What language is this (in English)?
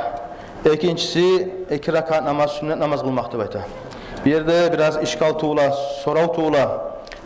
Kumyk